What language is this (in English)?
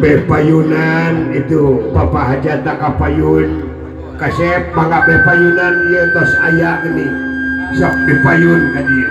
Sundanese